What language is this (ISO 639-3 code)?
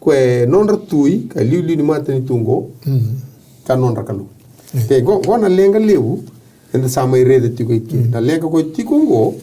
fij